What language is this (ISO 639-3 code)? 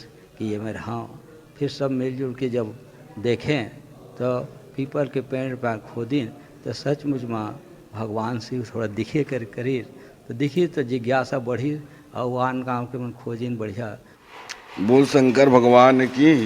hne